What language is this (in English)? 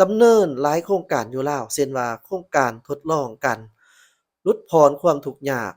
Lao